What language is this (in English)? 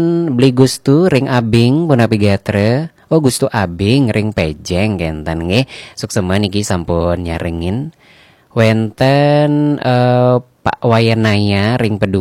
Balinese